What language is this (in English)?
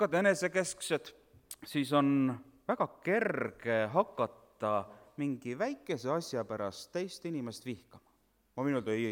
Estonian